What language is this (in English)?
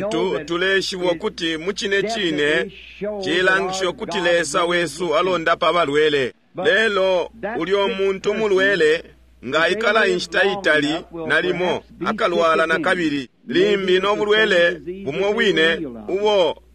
Bemba